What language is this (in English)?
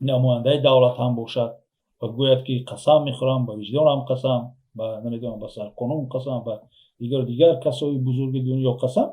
Tajik